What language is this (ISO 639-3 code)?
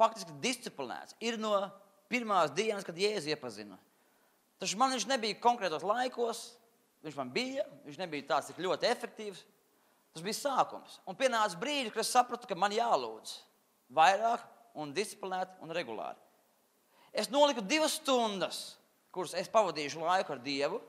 lav